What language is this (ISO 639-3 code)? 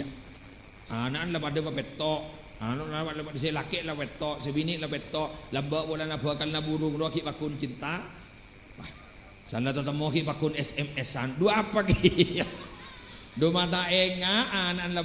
mad